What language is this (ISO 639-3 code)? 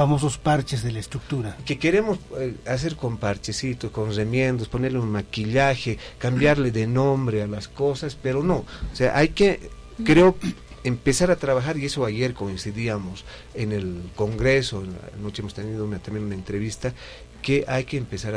spa